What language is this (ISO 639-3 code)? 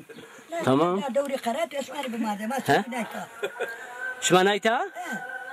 zza